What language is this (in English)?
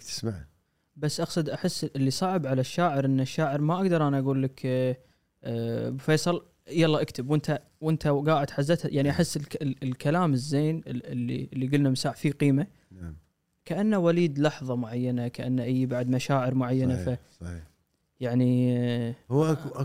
Gulf Arabic